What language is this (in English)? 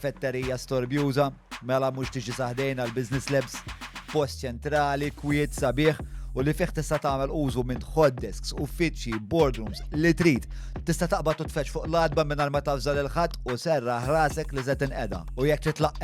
Maltese